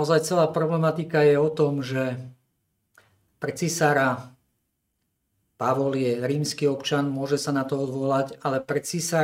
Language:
Slovak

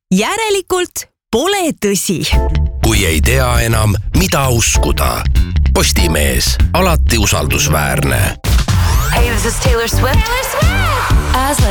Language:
Estonian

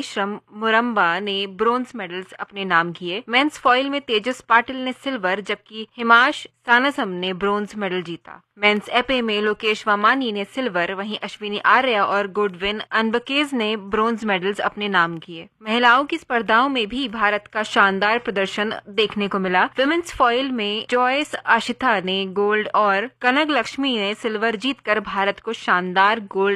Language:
Hindi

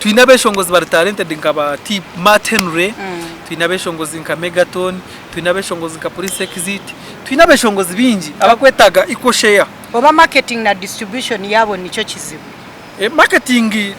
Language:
Nyankole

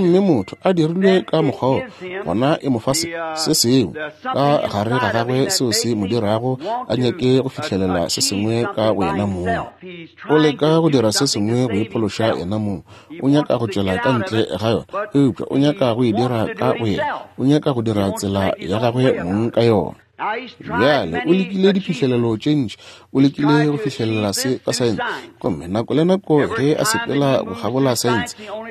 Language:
Northern Sotho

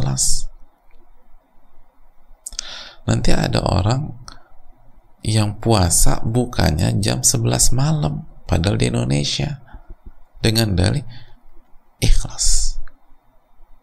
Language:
Indonesian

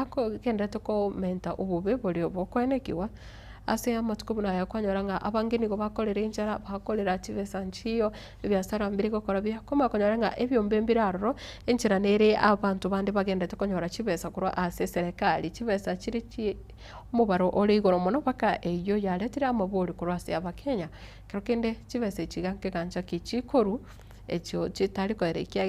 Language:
Gusii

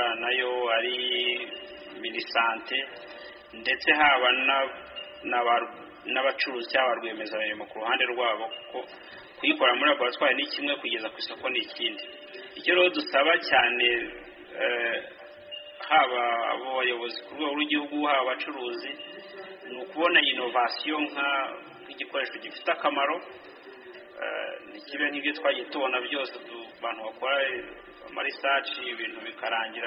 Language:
Kinyarwanda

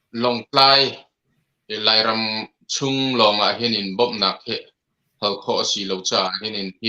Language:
Hakha Chin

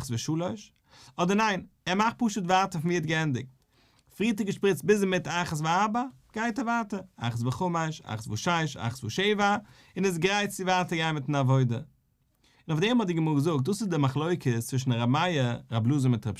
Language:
Yiddish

